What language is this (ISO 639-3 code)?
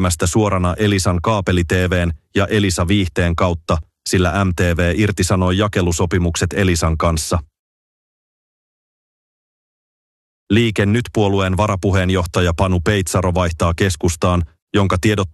fin